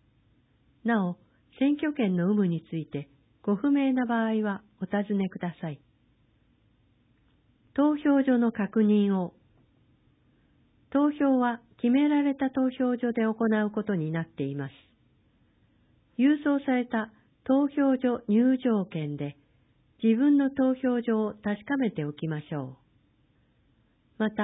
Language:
Japanese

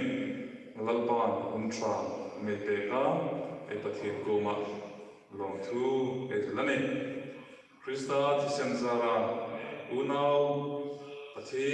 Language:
Hmar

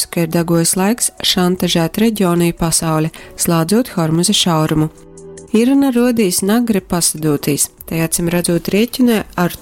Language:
Latgalian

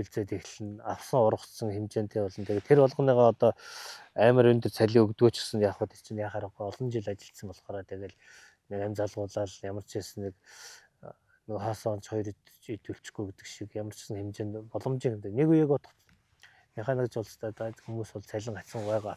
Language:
Mongolian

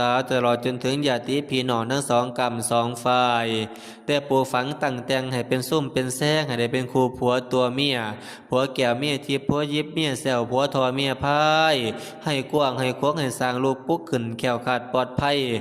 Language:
Northeastern Thai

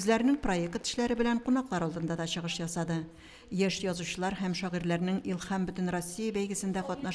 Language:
Tatar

